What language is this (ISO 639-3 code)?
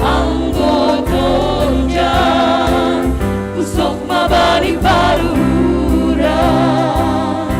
bts